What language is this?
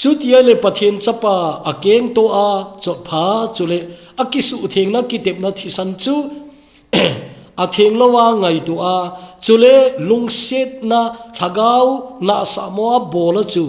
Thado Chin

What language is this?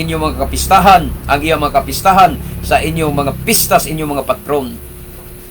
Cebuano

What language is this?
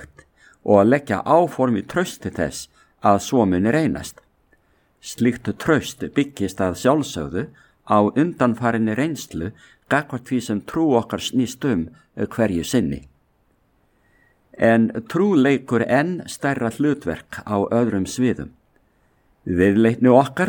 Icelandic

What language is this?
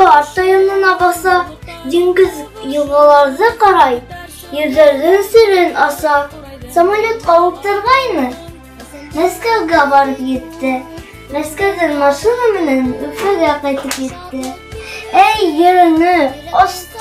Bashkir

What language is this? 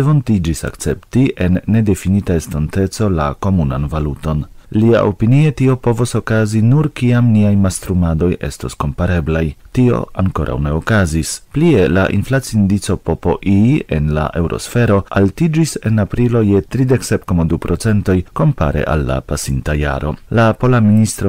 Esperanto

